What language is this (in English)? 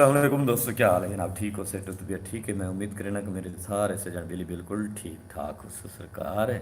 Saraiki